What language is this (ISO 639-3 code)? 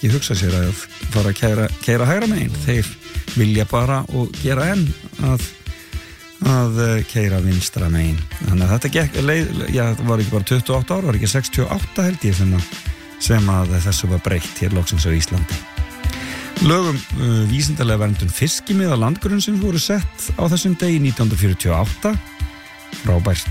isl